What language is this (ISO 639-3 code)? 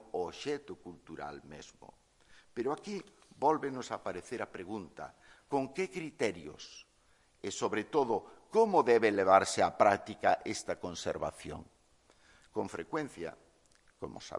glg